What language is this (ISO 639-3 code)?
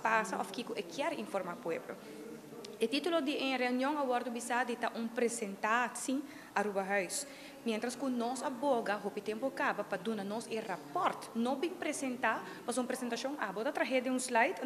pap